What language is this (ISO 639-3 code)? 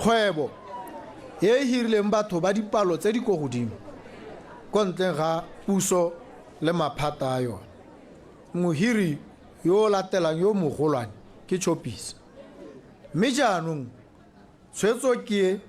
tsn